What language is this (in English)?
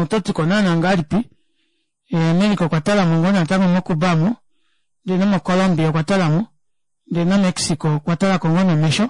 Kuanyama